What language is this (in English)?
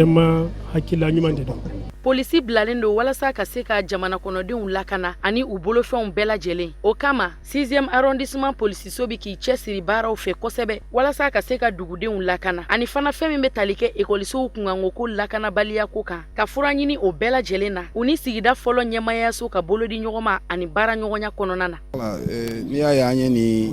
Bambara